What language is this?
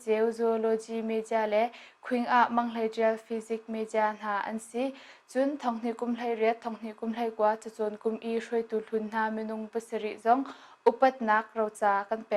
Hakha Chin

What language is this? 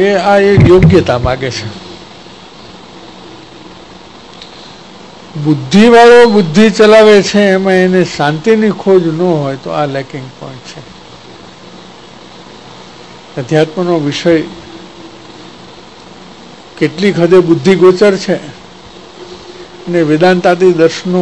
Gujarati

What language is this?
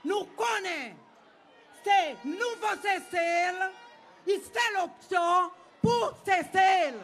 Seselwa Creole French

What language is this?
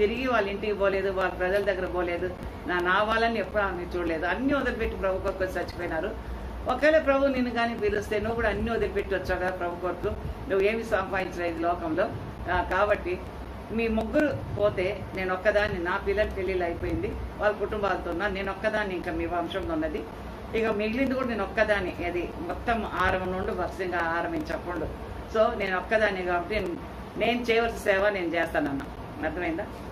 Telugu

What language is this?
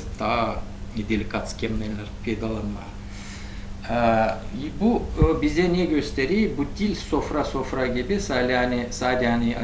Gagauz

